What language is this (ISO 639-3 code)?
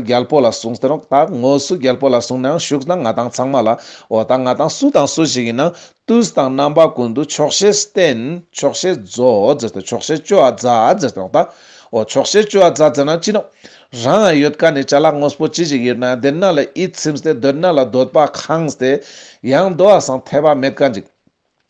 lbj